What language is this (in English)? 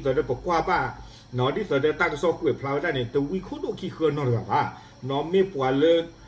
S'gaw Karen